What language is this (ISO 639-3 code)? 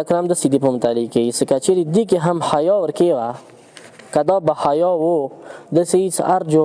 pus